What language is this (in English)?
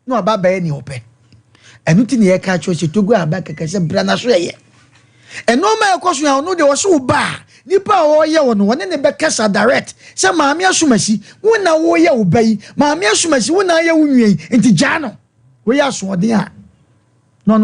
Akan